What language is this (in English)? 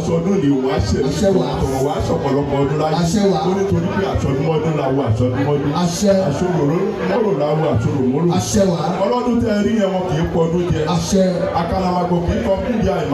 Yoruba